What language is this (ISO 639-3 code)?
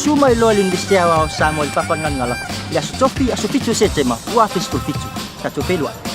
smo